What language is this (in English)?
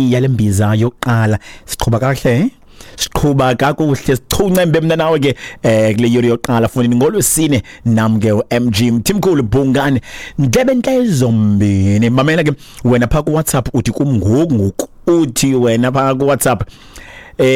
Xhosa